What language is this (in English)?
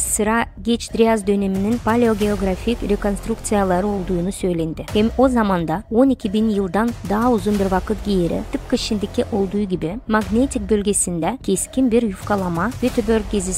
Gagauz